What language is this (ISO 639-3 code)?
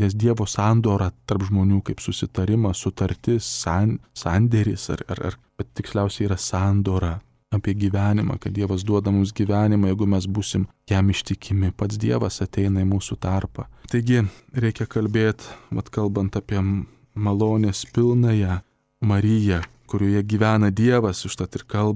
lit